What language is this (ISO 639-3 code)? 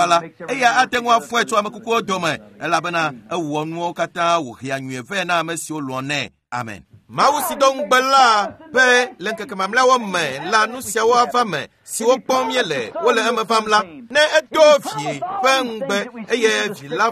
ewe